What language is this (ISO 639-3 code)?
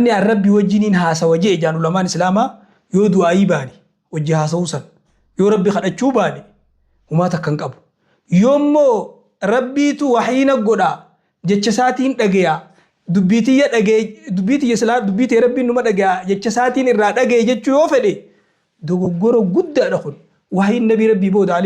orm